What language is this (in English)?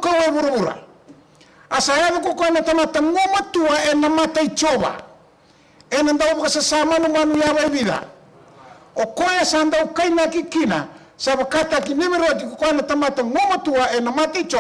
Fijian